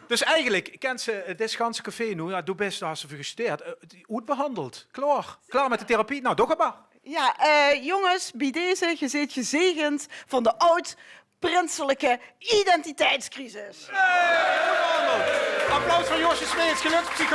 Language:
Limburgish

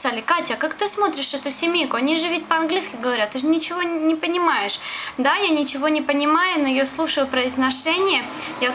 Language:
Russian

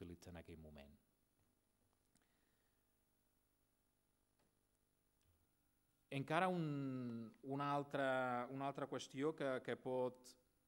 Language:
Catalan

